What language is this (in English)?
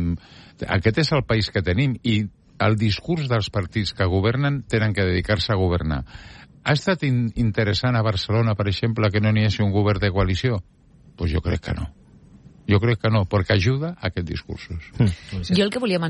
Catalan